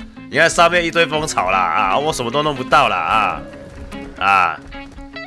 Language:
Chinese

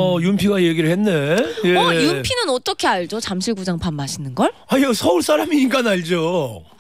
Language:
Korean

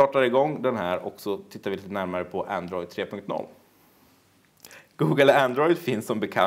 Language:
Swedish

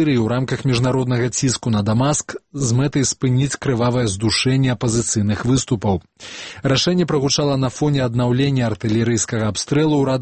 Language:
Belarusian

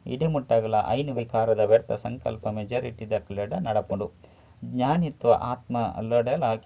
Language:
Tulu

